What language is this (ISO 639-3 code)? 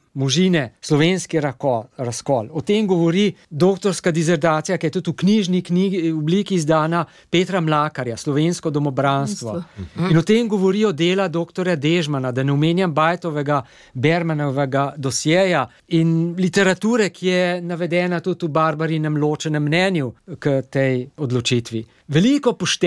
slv